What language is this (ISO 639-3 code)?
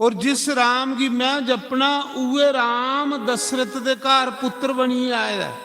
doi